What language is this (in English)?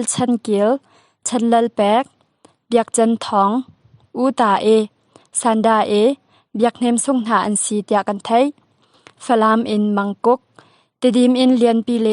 Hakha Chin